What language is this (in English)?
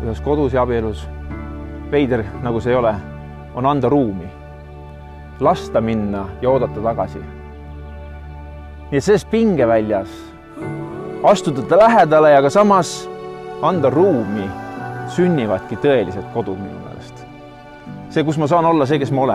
Estonian